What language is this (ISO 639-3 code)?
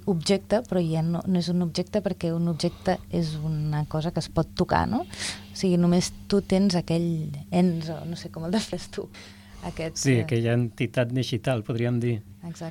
cat